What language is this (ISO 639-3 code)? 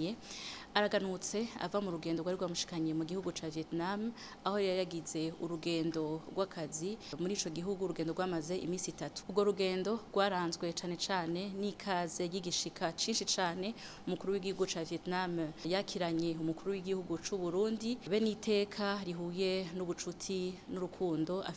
run